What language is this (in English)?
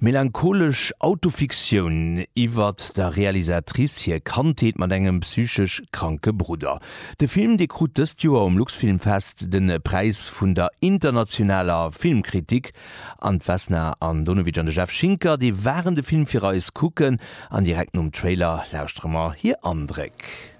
Luxembourgish